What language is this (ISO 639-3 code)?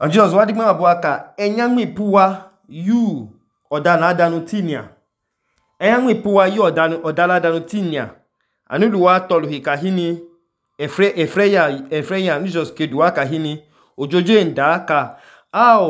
idu